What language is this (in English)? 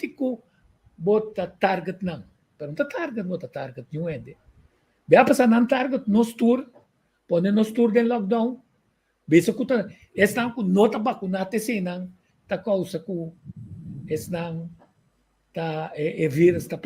Papiamento